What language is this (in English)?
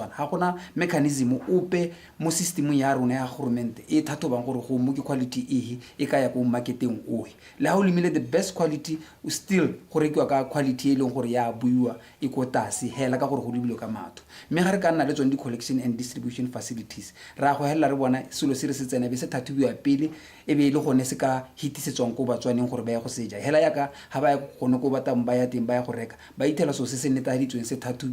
Tswana